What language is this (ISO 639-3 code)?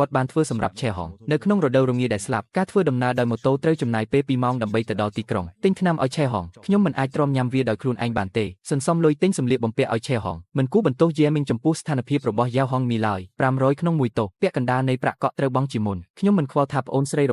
khm